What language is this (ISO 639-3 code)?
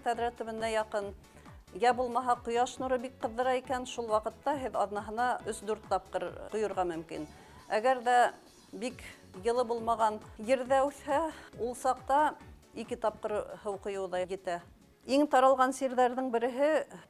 bak